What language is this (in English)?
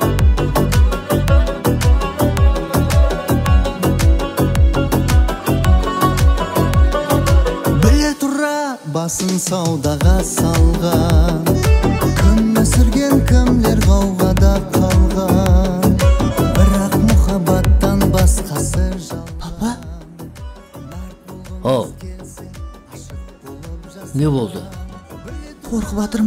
Kazakh